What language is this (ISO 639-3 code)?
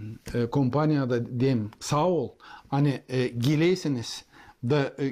gag